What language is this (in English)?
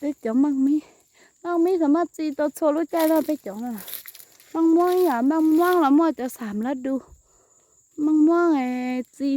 Hmong